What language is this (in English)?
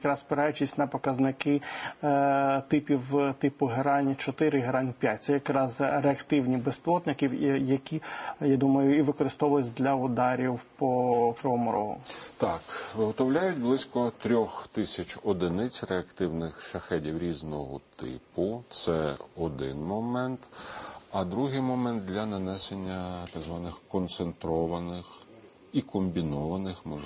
Ukrainian